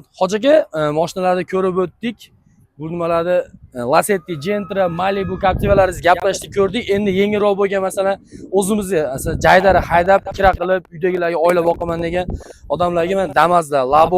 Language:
Uzbek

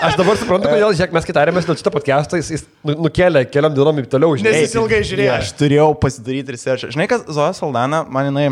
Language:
Lithuanian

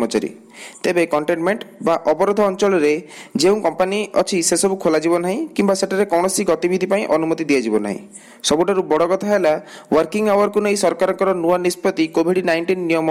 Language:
Odia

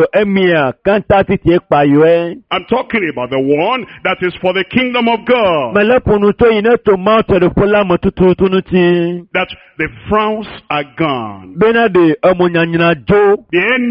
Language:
Ewe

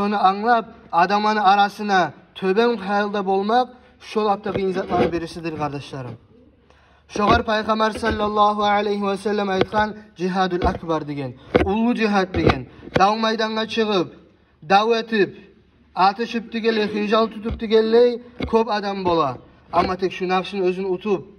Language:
Kumyk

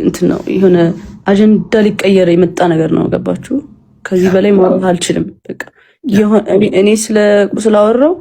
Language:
Amharic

